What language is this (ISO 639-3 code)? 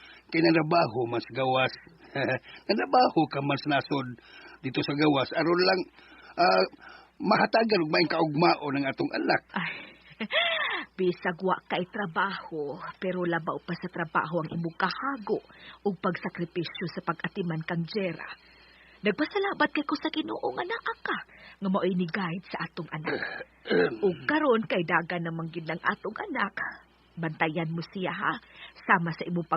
ceb